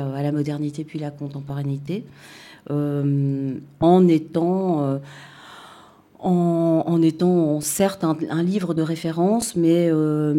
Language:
French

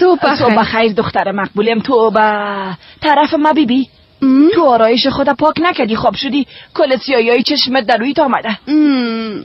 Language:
Persian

